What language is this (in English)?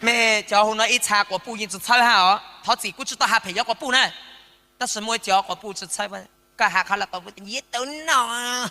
Hmong